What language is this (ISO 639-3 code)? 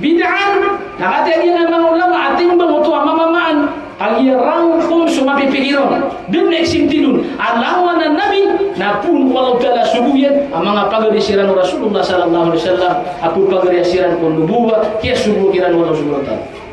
mrw